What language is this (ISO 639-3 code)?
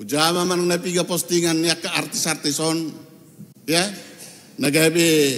bbc